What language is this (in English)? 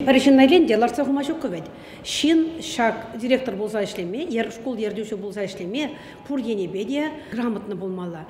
Chuvash